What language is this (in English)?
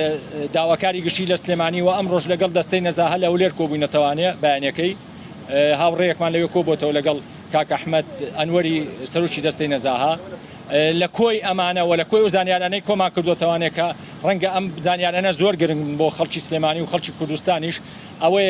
Central Kurdish